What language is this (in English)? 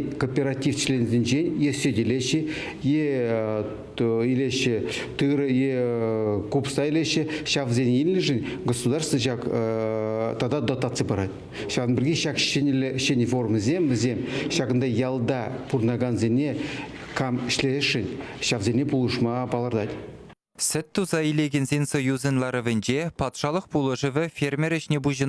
Chuvash